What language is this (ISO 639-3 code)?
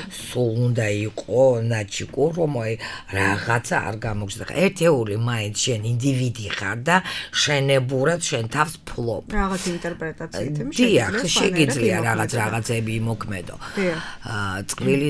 kat